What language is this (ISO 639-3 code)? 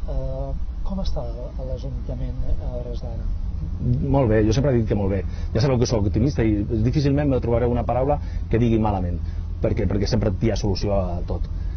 cat